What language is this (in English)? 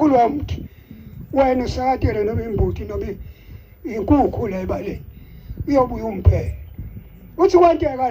Zulu